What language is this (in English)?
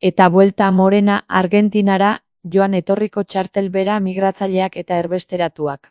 Basque